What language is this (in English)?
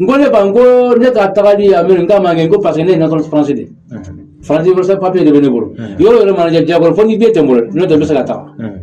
Bambara